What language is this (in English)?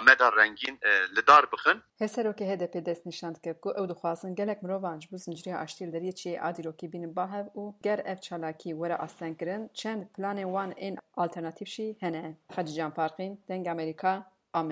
Kurdish